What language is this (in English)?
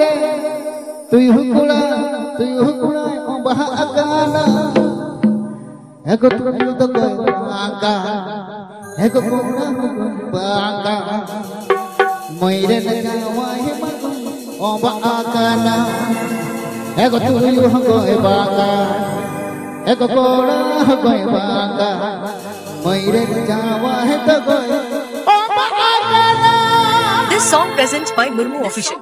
Santali